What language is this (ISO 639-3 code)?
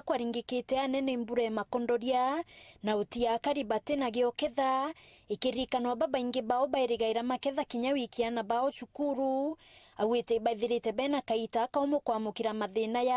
mer